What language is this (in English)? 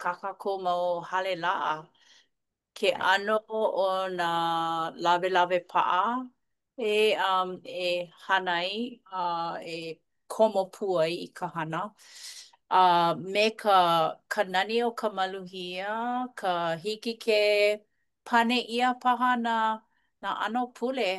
Hawaiian